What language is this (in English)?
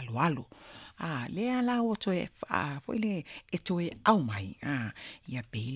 Samoan